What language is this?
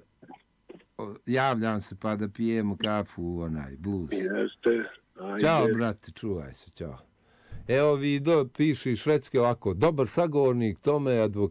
Bosnian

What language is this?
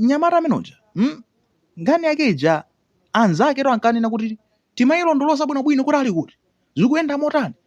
Nyanja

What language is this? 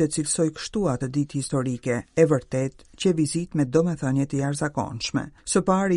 Albanian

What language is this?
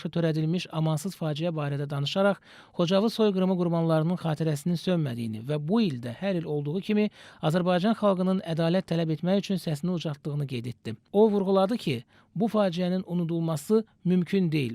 Azerbaijani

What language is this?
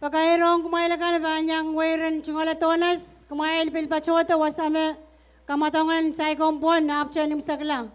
Pohnpeian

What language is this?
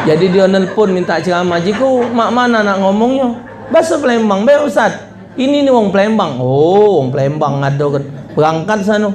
Musi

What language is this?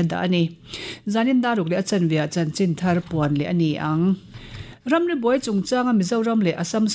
Mizo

